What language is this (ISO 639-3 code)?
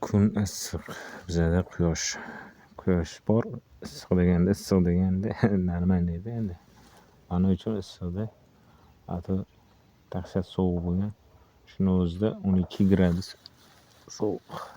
uzb